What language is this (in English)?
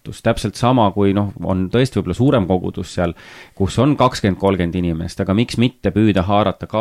Estonian